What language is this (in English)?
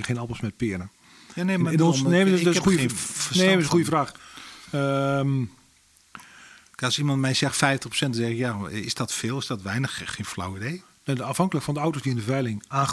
Dutch